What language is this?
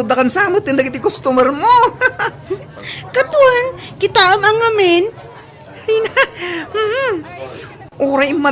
Iloko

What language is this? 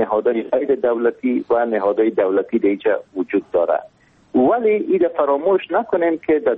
Persian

